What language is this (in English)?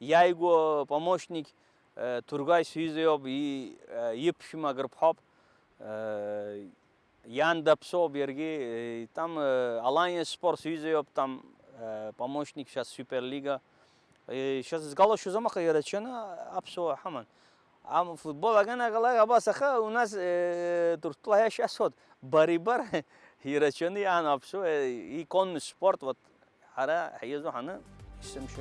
Abkhazian